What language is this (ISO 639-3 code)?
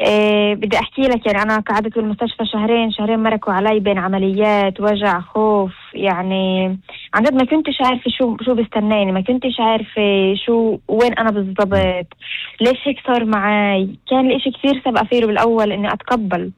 apc